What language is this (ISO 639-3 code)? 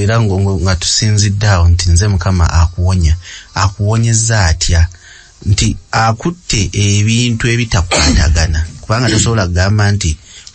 lug